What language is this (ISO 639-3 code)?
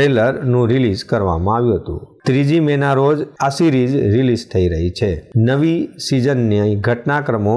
guj